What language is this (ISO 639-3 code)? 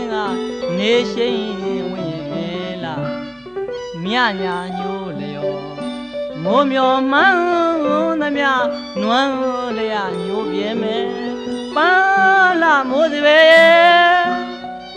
mya